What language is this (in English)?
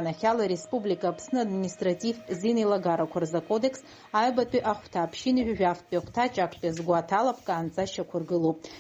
Abkhazian